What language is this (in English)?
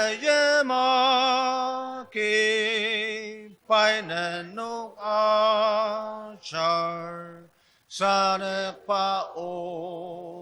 Ao Naga